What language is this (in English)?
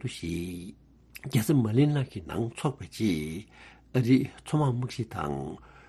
Tibetan